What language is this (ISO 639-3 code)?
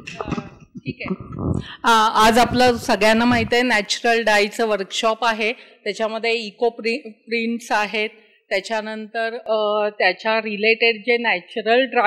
mar